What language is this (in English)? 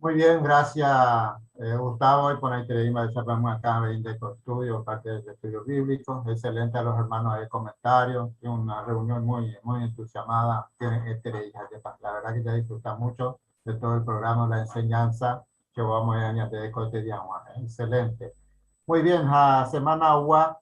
Guarani